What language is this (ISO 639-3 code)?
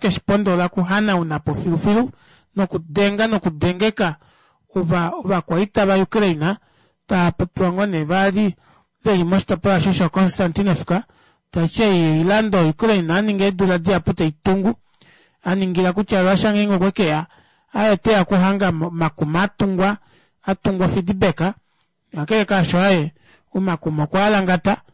kua